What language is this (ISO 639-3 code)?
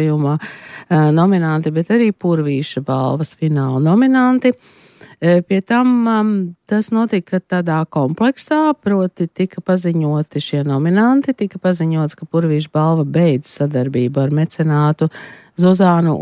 lav